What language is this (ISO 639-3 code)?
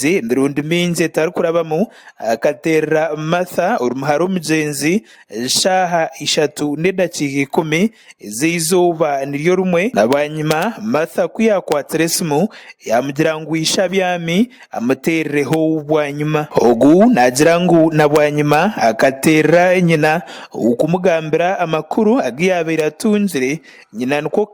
nyn